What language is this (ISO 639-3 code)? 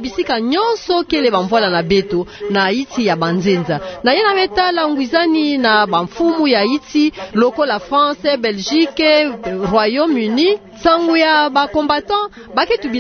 ktu